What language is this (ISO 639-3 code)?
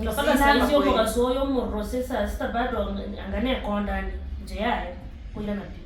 guz